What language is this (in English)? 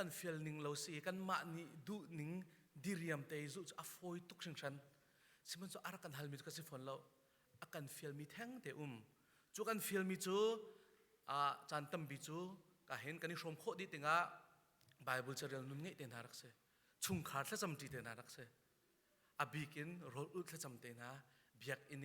Hakha Chin